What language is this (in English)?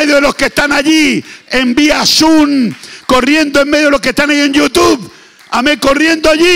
Spanish